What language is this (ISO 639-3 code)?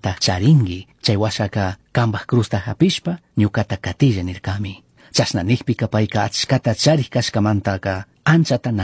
qug